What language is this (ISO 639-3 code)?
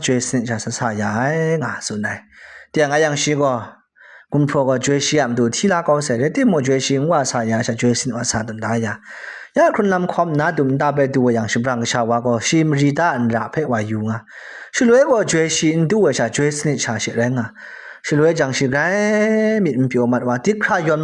kac